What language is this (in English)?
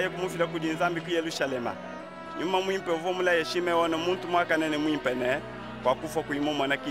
Luba-Lulua